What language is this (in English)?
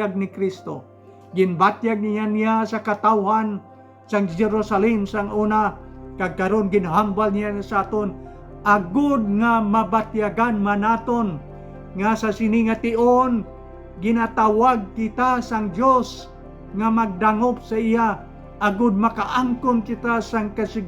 Hiligaynon